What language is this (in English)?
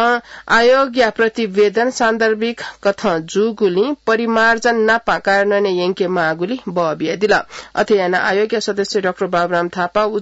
Newari